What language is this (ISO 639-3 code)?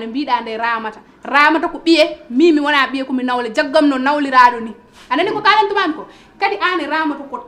ful